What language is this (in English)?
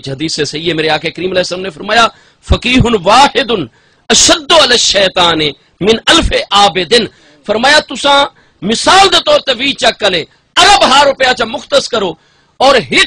Saraiki